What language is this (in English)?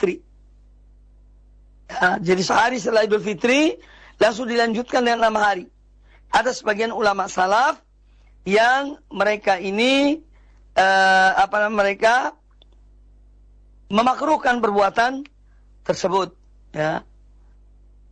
Indonesian